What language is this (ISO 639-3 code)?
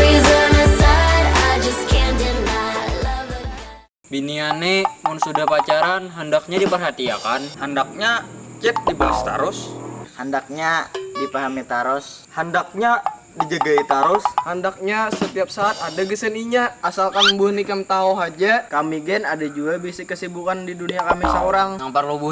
bjn